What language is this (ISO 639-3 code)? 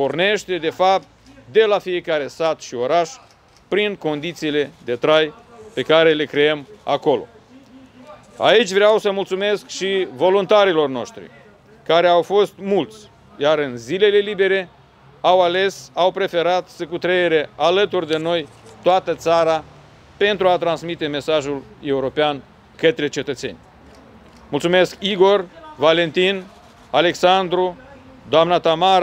ron